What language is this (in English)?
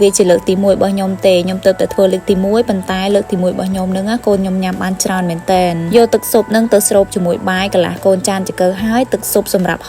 Khmer